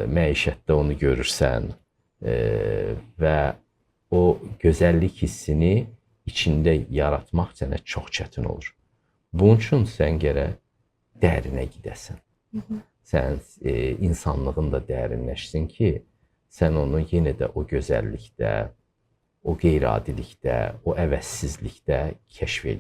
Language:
Azerbaijani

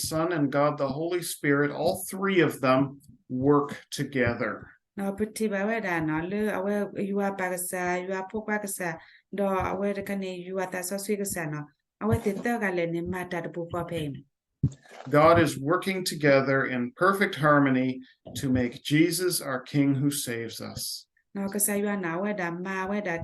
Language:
S'gaw Karen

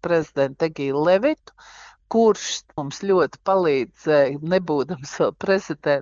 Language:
Latvian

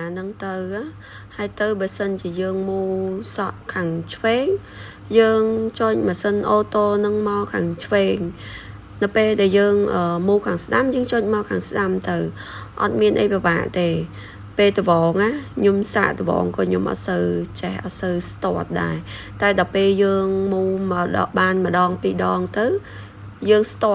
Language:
Khmer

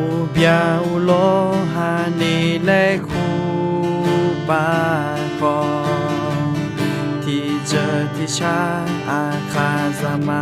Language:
Akha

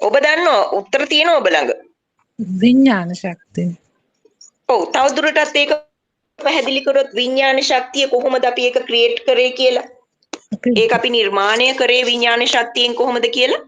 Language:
Sinhala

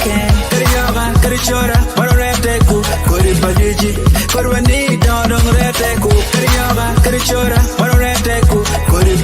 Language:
Acoli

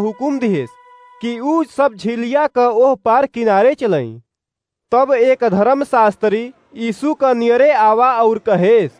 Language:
Awadhi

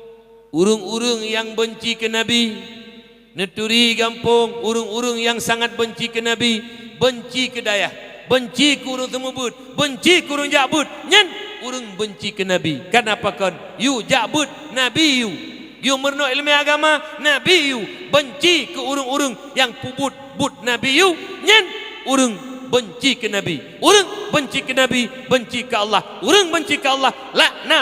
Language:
Achinese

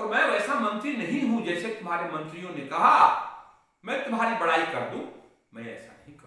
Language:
Hindi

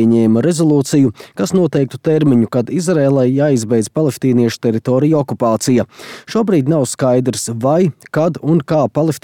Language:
Latvian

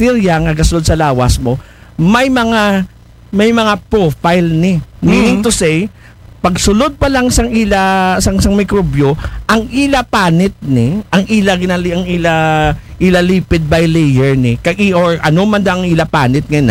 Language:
Aklanon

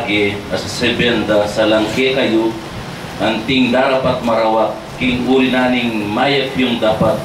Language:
Pampanga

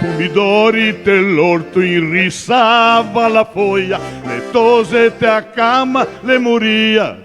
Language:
Venetian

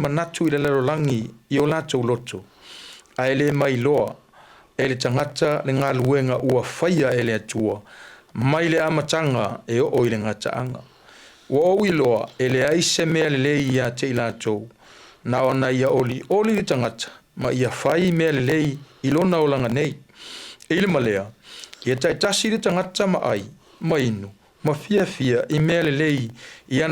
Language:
Samoan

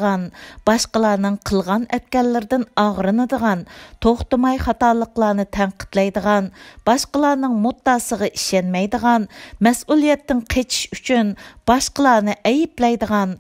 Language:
Uyghur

